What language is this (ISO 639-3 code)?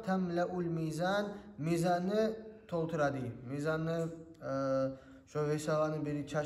kum